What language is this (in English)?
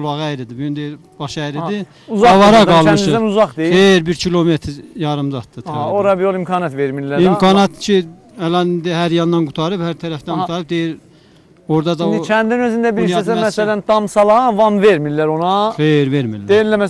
South Azerbaijani